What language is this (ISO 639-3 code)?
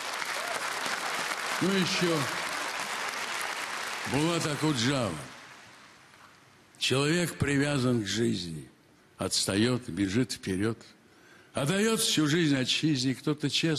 rus